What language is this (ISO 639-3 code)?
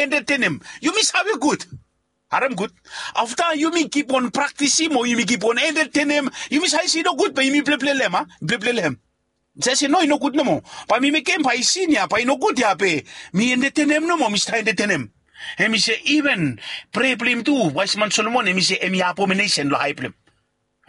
bis